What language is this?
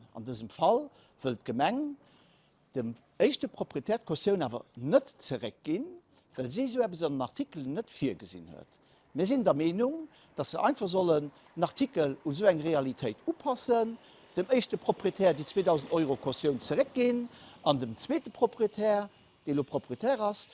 Luxembourgish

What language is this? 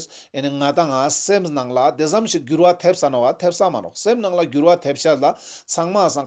Ladakhi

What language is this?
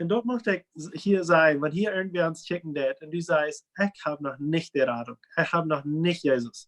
Plautdietsch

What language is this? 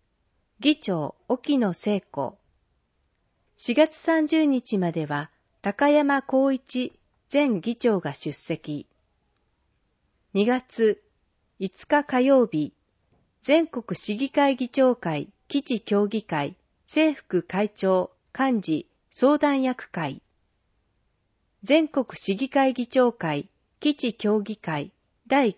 Japanese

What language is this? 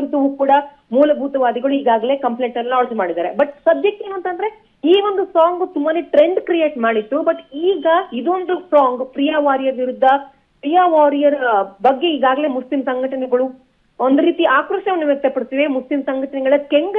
Kannada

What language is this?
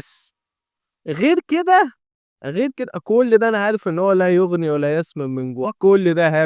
Egyptian Arabic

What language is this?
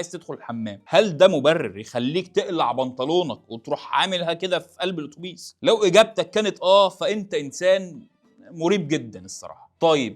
Egyptian Arabic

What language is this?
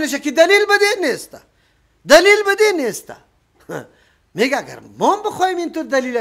Persian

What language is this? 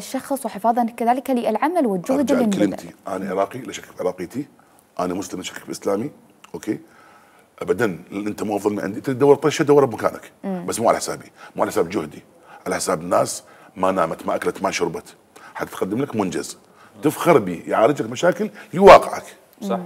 Mesopotamian Arabic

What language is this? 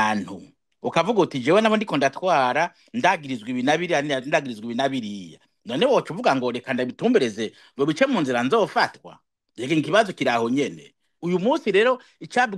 Rundi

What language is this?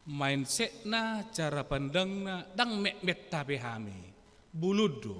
Batak Toba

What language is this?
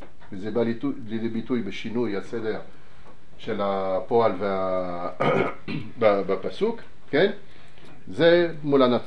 Hebrew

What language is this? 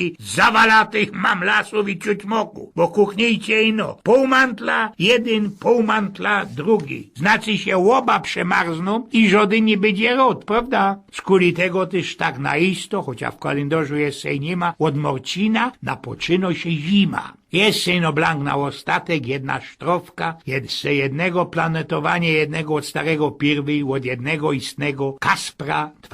Silesian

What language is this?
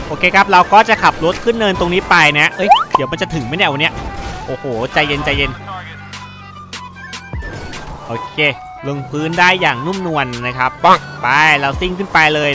Thai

